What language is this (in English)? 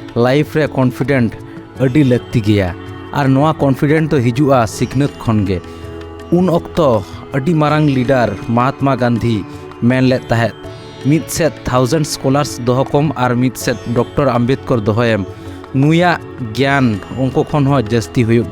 Santali